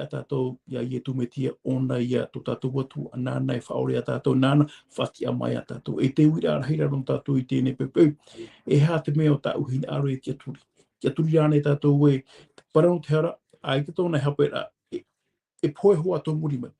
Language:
Tahitian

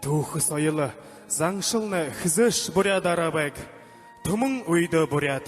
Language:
Buriat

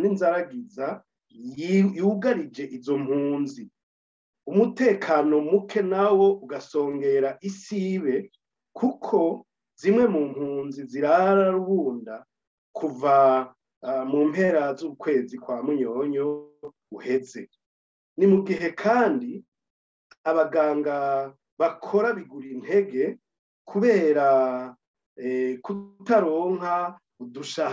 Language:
Rundi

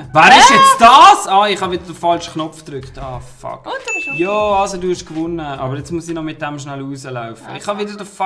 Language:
Swiss German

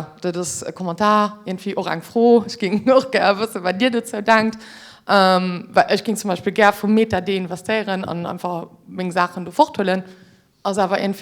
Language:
Luxembourgish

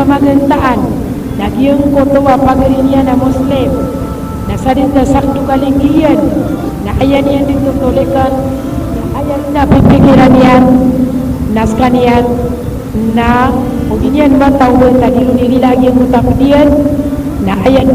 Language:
Maranao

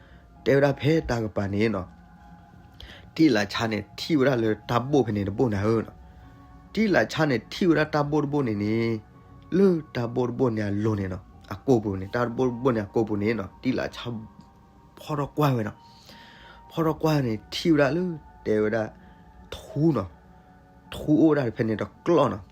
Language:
S'gaw Karen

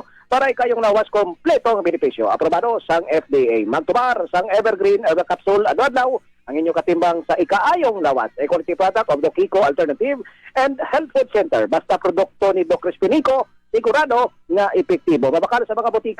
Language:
Hiligaynon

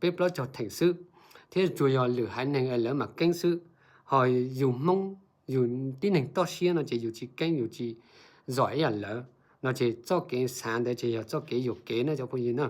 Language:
Hmong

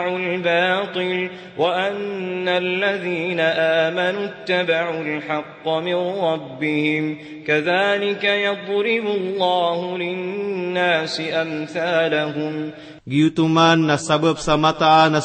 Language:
Maranao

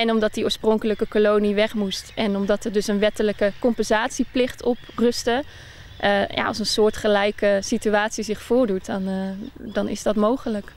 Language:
Western Frisian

